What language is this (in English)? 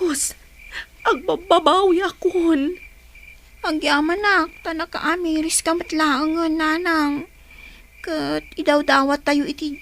Iloko